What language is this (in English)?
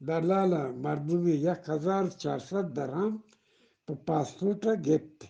Eastern Balochi